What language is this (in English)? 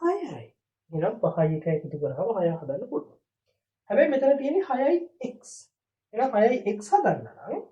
Sinhala